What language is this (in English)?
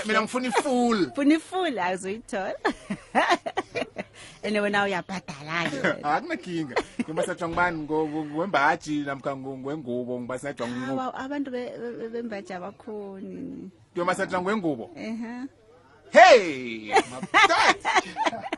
South Ndebele